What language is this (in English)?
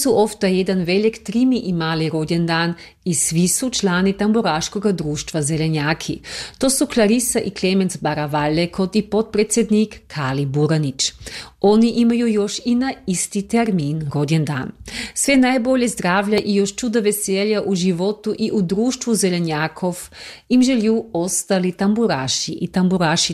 Croatian